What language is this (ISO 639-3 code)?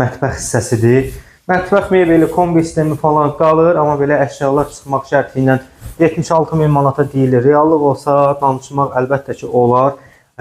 aze